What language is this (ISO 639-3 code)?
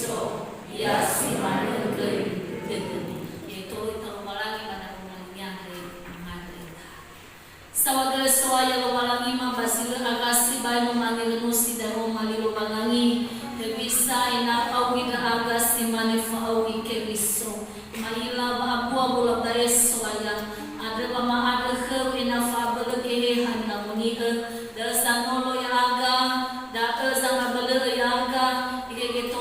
nia